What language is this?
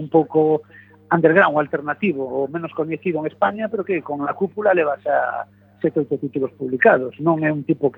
Galician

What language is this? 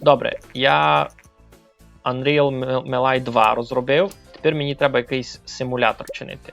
Rusyn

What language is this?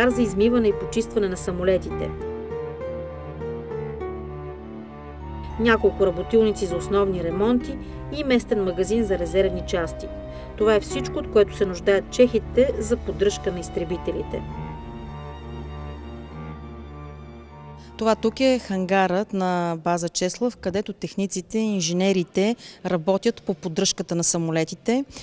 Bulgarian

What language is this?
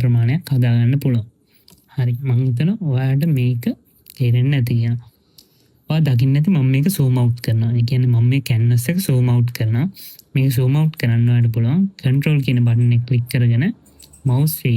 Sinhala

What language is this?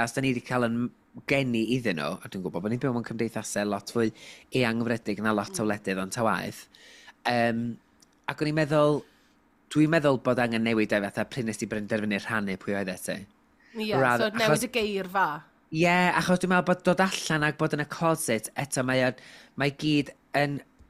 Welsh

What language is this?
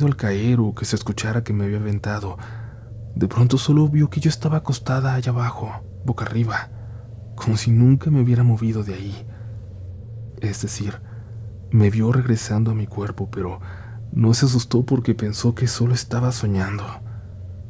Spanish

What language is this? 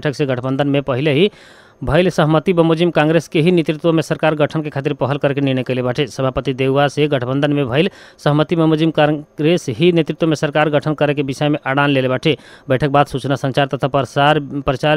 Bhojpuri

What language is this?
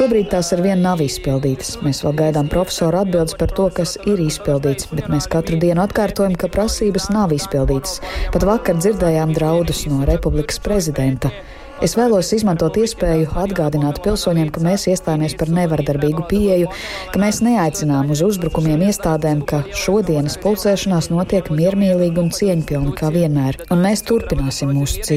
Latvian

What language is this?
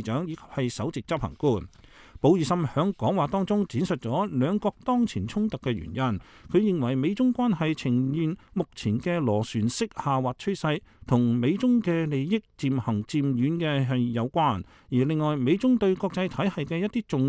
Cantonese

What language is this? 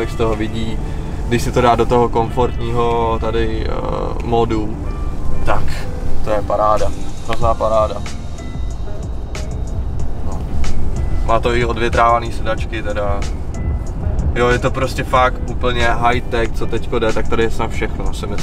Czech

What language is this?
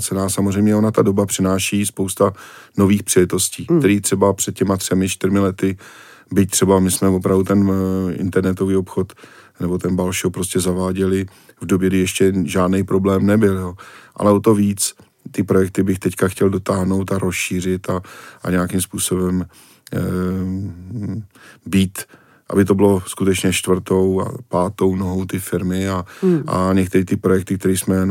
Czech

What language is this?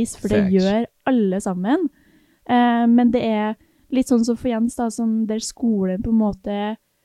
Norwegian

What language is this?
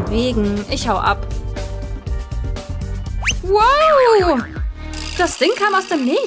German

